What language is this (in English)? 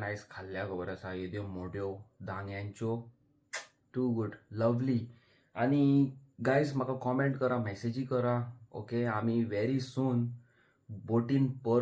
Konkani